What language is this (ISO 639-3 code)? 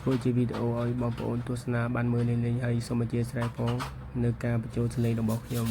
khm